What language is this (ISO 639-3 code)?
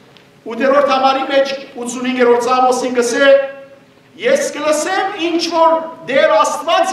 hyw